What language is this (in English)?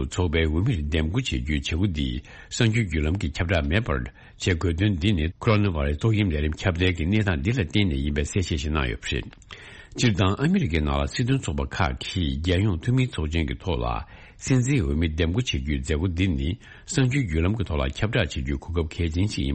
Tibetan